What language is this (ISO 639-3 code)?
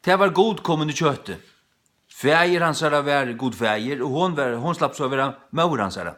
fao